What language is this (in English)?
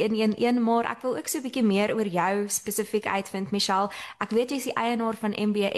Afrikaans